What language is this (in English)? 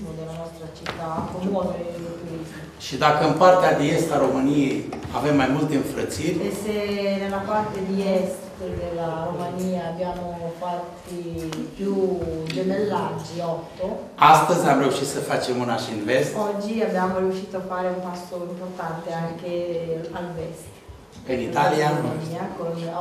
Romanian